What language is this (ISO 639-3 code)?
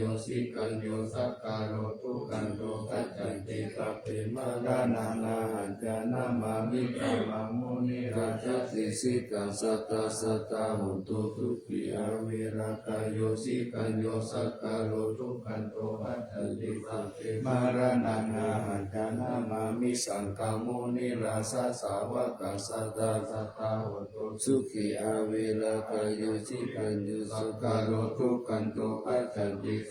pli